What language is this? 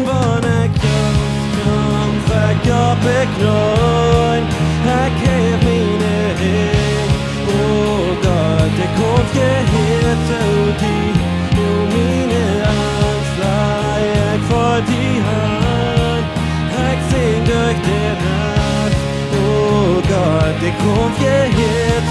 Plautdietsch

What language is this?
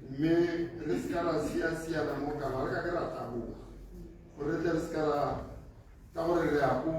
Tswana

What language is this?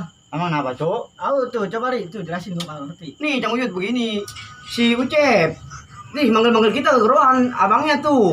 Betawi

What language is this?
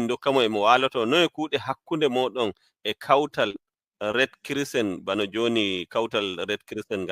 Fula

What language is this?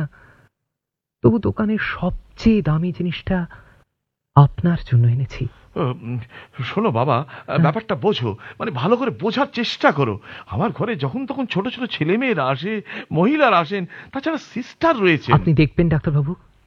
Bangla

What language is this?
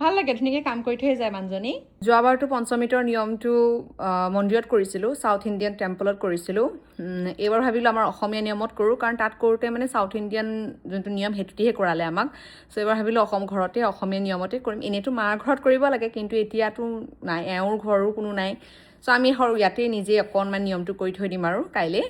Assamese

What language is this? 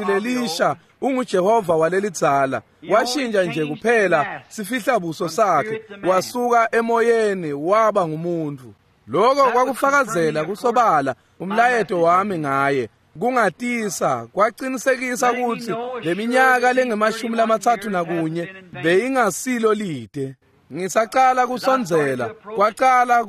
Swati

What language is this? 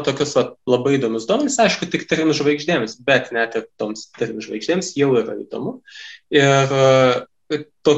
Lithuanian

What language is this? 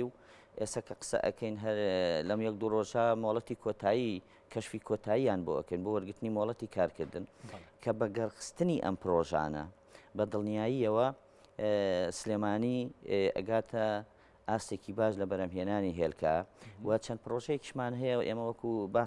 Central Kurdish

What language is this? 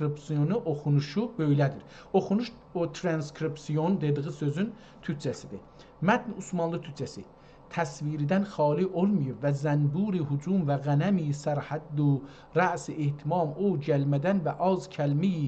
South Azerbaijani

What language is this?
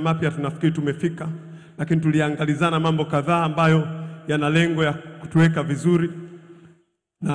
Swahili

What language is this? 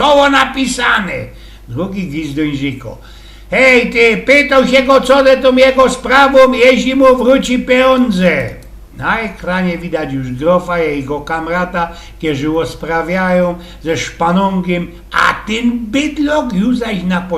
Silesian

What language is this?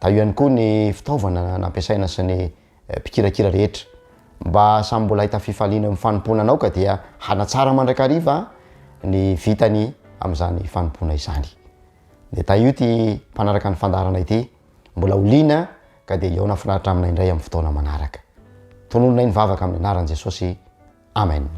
Malagasy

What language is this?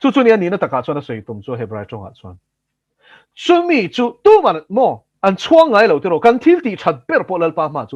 Mizo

